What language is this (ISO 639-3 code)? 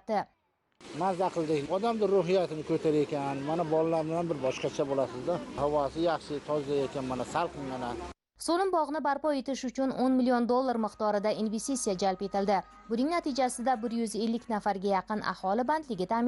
uzb